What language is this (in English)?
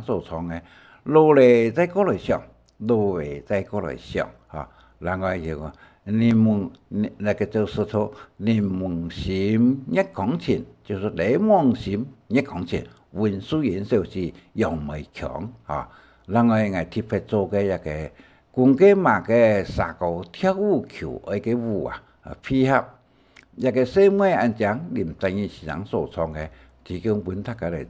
Hakka Chinese